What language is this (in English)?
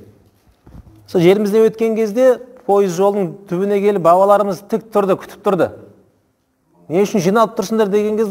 Kazakh